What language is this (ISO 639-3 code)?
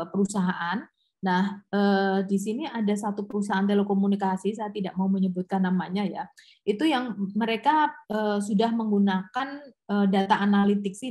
ind